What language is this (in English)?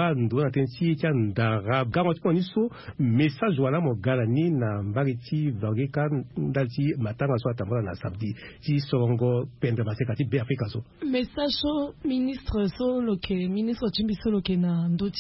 Sango